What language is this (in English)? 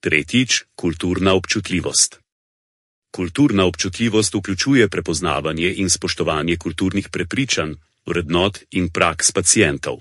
Slovenian